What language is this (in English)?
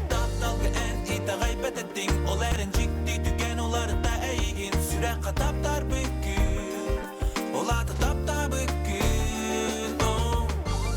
Yakut